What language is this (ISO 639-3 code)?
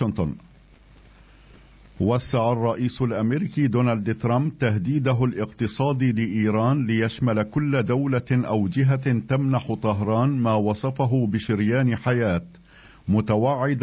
ara